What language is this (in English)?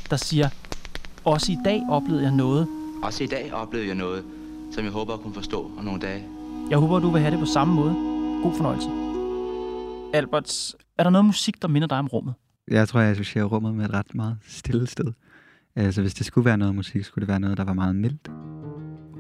Danish